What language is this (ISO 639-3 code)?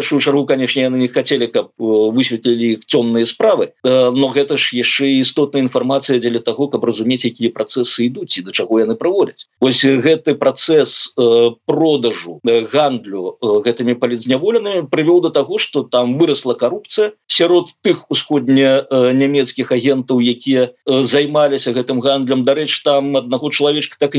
bel